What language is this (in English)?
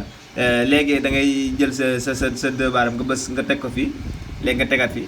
Wolof